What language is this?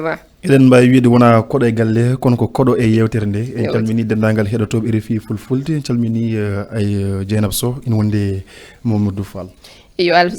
Fula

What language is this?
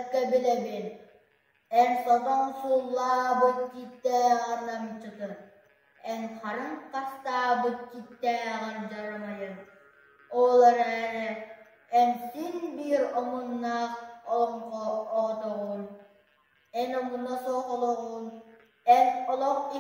Yakut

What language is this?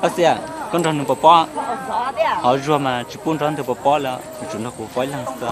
Hmong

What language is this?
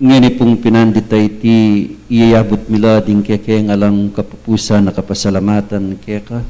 Pampanga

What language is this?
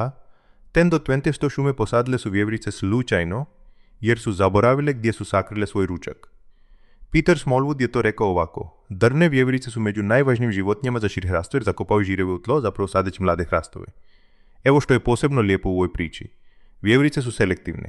Croatian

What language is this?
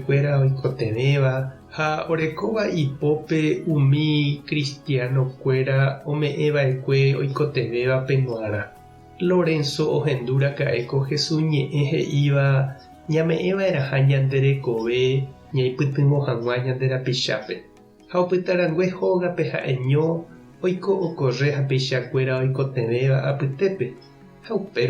Guarani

